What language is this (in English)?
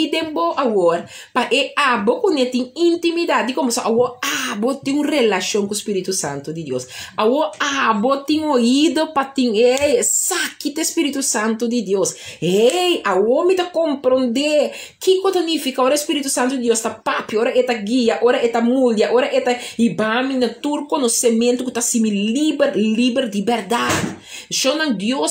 Papiamento